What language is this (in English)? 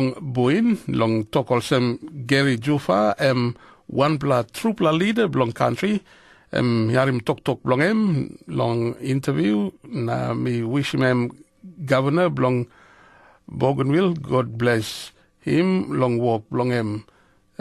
Tok Pisin